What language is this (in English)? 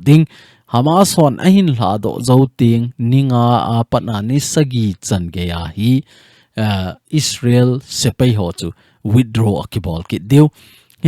Thado Chin